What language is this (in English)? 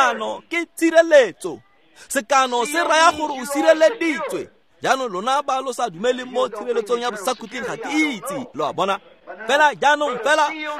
Tswana